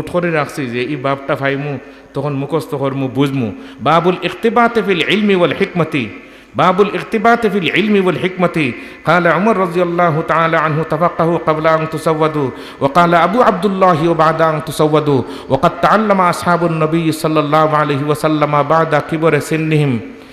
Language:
Sylheti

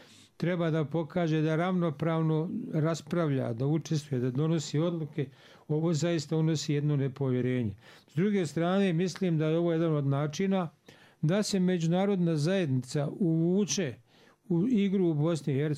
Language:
Bosnian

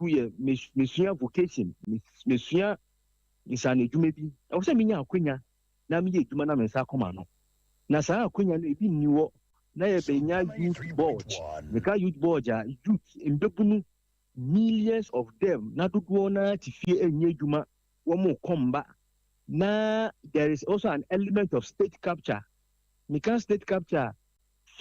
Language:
Akan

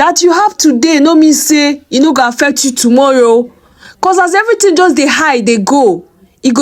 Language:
Nigerian Pidgin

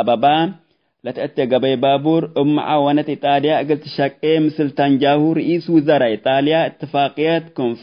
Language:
Tigre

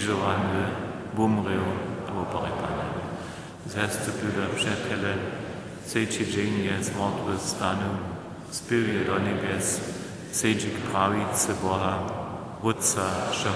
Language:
Upper Sorbian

